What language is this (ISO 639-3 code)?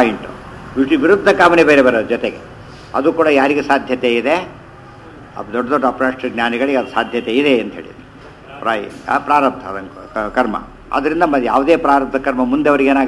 kan